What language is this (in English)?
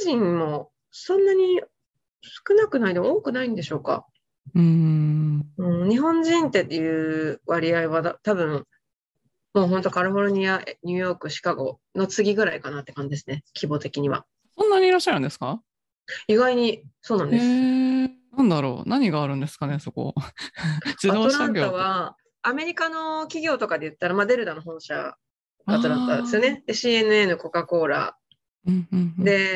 Japanese